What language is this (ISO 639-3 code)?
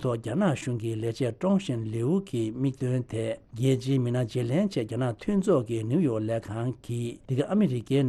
bod